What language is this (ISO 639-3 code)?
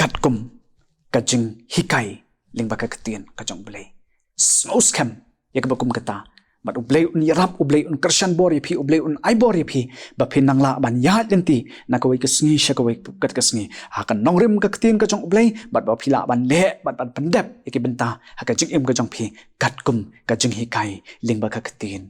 kha